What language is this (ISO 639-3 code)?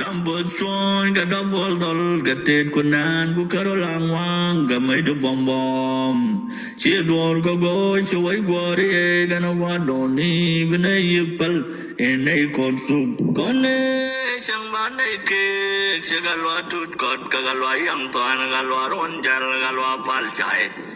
nus